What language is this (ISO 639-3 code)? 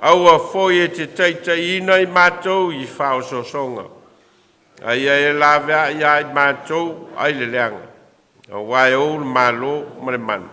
smo